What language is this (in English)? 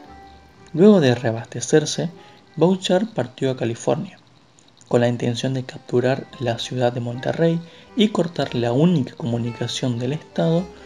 Spanish